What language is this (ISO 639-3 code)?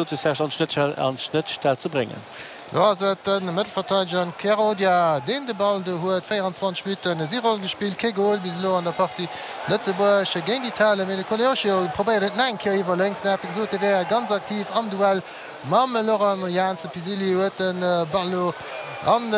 ltz